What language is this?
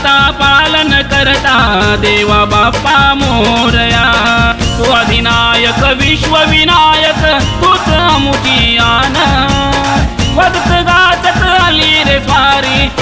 Marathi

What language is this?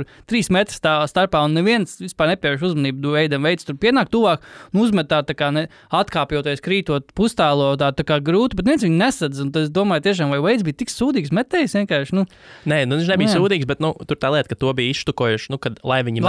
Latvian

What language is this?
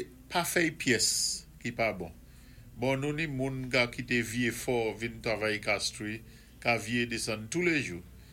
Saint Lucian Creole French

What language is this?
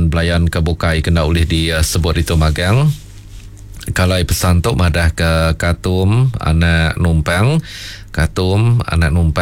Iban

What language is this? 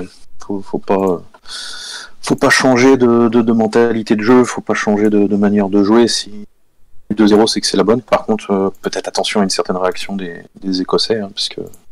French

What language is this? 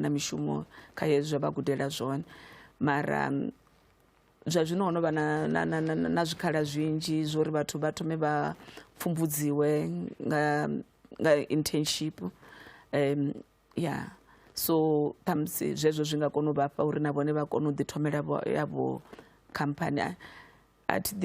Venda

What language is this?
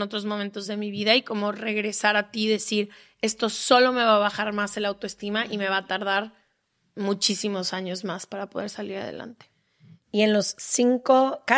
Spanish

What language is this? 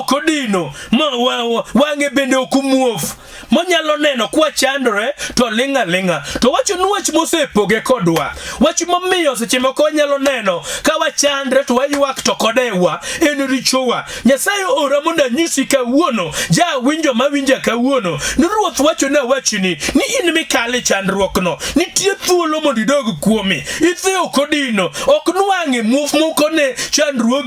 Luo (Kenya and Tanzania)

